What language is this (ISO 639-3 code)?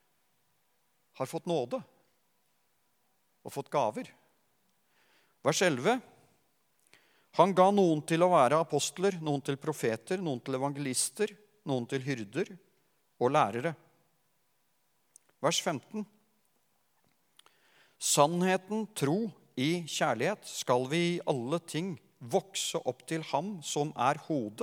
nor